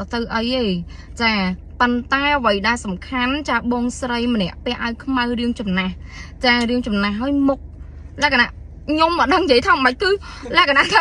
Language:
Khmer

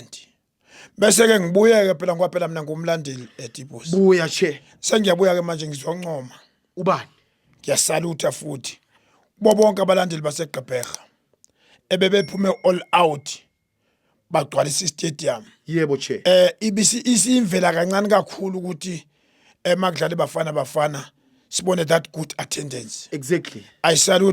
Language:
Zulu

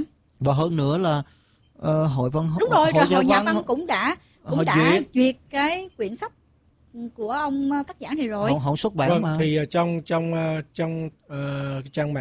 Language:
Vietnamese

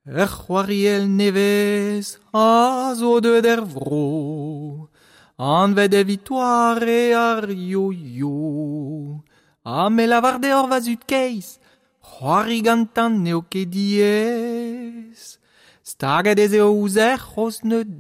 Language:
Breton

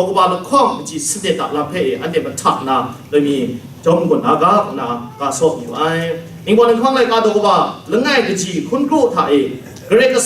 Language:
Kachin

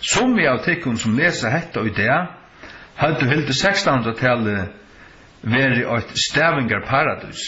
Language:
Faroese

